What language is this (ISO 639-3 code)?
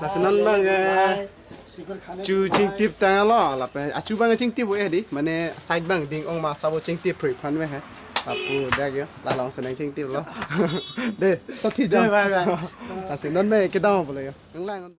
mjw